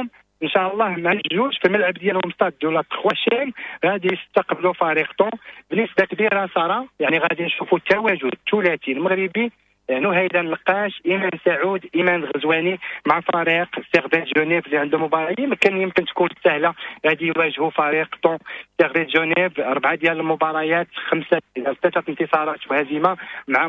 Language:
Moroccan Arabic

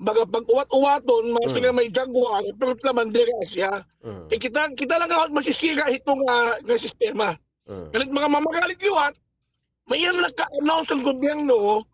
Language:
Waray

